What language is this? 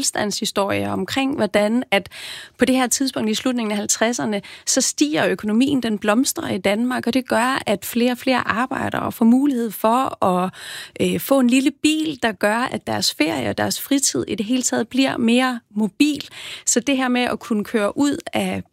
Danish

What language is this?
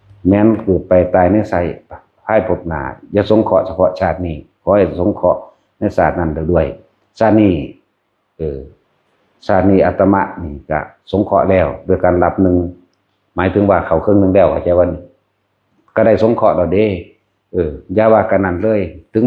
Northeastern Thai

